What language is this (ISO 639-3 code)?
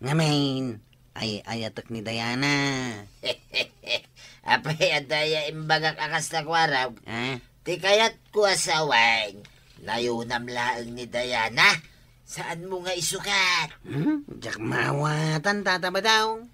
ilo